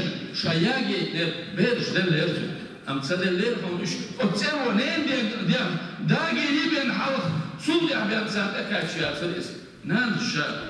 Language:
Chechen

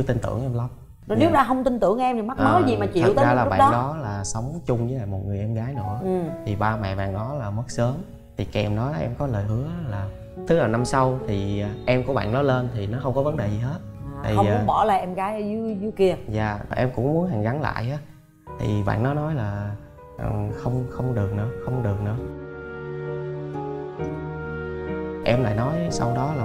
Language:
Vietnamese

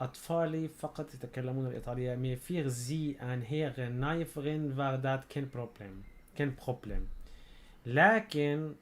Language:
North Levantine Arabic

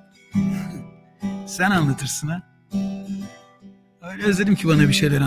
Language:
Turkish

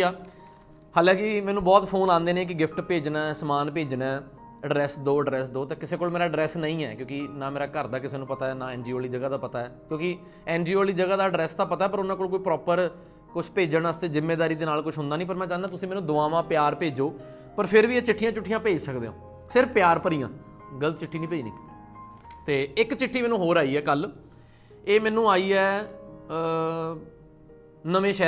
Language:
Punjabi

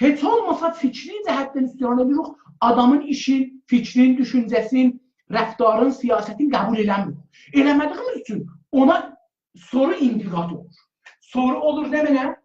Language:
South Azerbaijani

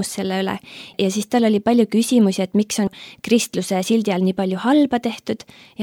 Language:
Estonian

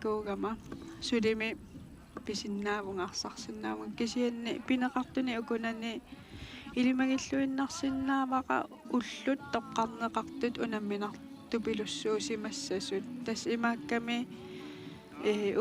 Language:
Kalaallisut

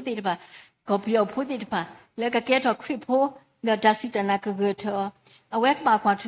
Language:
S'gaw Karen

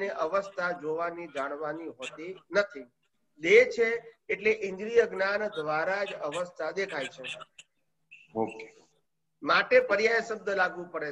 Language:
Gujarati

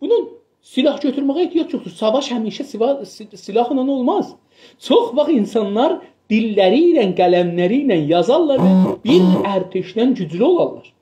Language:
South Azerbaijani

